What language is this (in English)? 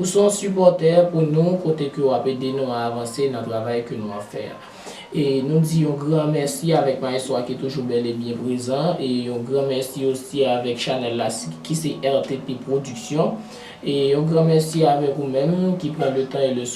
Haitian Creole